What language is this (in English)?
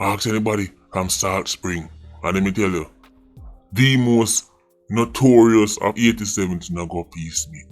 Jamaican Creole English